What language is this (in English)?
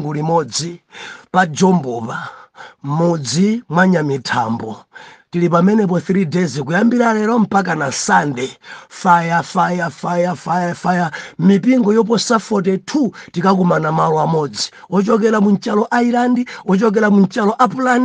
Nyanja